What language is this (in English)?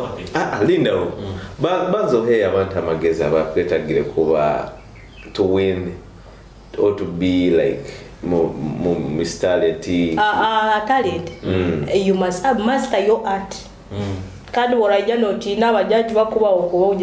Nyoro